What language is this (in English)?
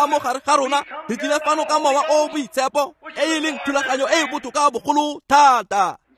Tswana